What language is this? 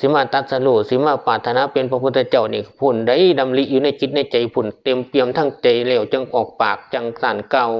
Northeastern Thai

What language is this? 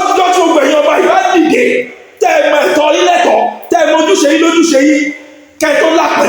Yoruba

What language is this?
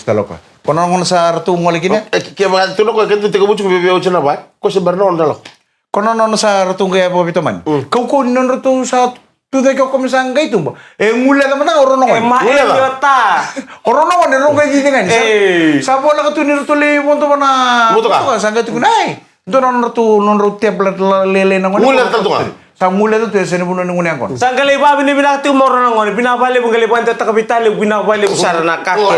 Fijian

